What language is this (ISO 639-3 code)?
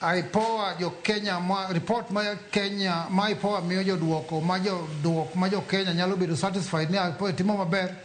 luo